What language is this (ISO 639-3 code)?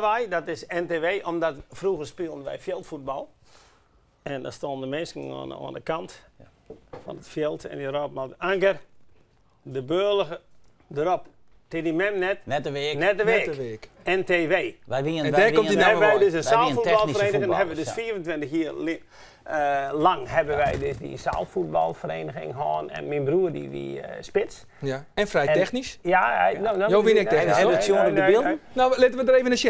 fry